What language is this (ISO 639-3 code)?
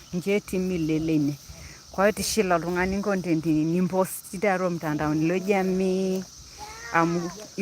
mas